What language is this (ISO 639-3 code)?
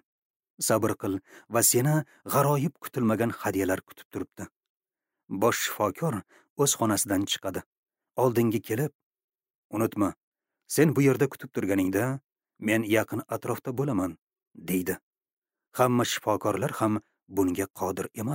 uzb